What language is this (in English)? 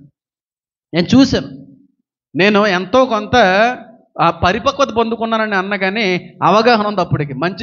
Telugu